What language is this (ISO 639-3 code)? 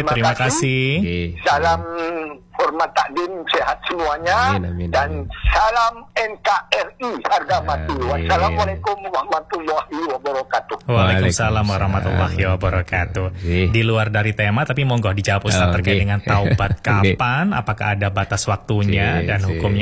ind